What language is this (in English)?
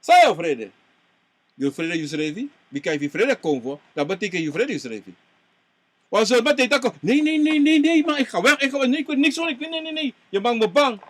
Sranan Tongo